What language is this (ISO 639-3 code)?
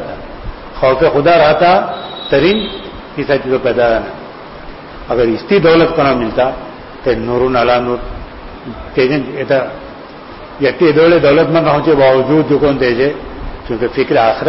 urd